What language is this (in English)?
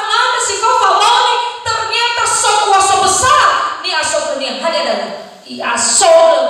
Nias